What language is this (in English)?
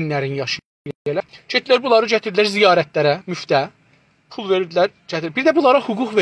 South Azerbaijani